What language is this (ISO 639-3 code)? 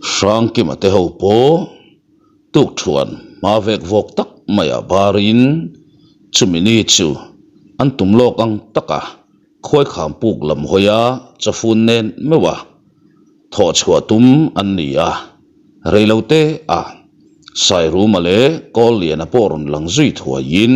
lus